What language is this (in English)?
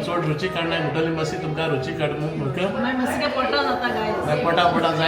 Konkani